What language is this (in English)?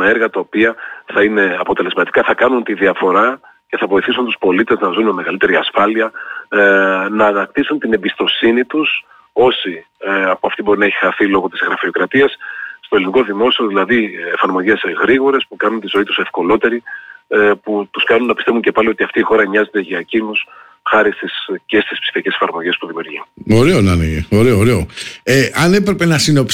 Greek